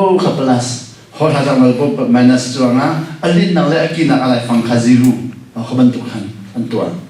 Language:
Hakha Chin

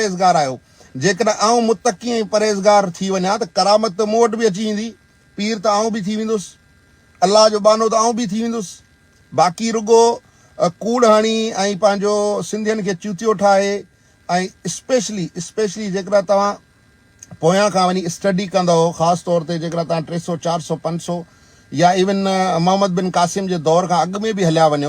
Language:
Sindhi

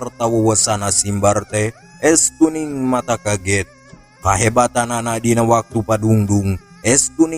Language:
Sundanese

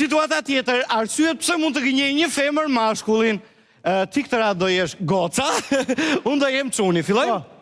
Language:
Albanian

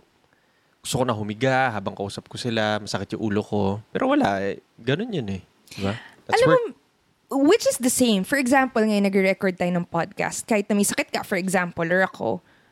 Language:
Filipino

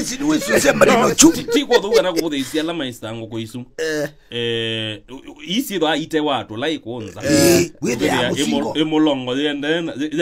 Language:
Kamba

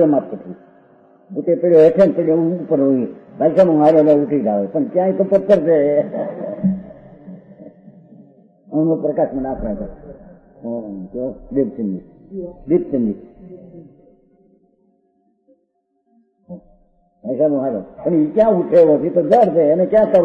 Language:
Gujarati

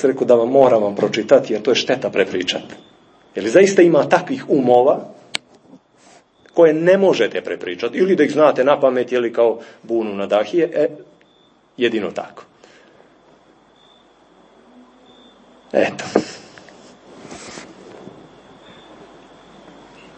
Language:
Serbian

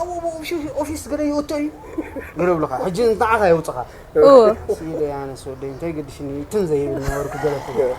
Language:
Tigrinya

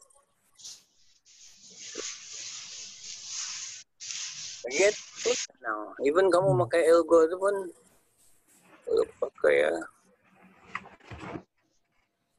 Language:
Malay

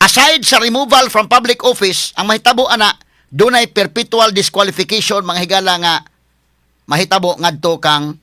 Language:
Cebuano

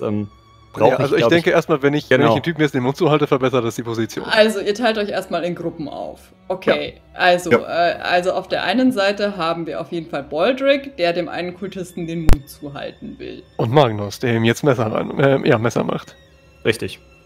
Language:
German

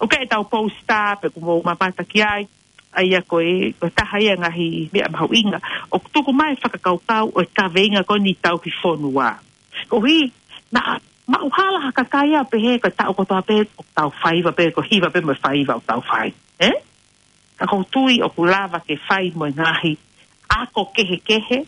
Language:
Tongan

